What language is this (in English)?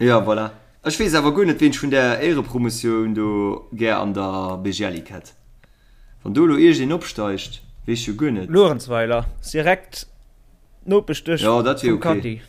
Luxembourgish